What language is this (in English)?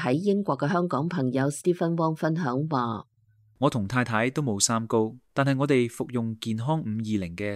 Cantonese